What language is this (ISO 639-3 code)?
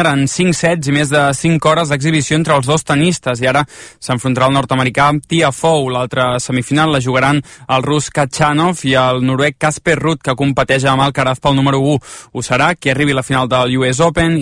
cat